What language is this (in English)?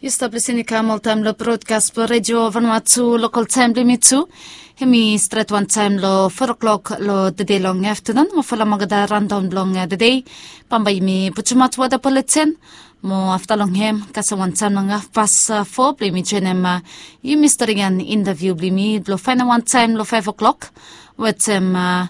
Bislama